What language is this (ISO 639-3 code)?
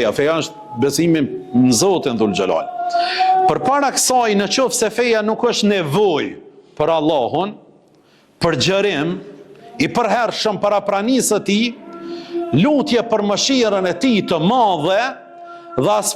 sqi